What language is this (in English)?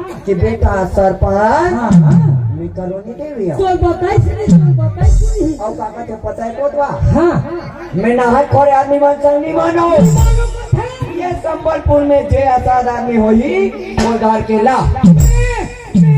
Chhattisgarhi